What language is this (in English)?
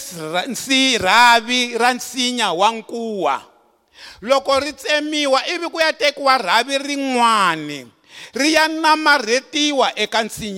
Tsonga